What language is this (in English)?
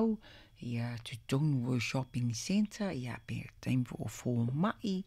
Samoan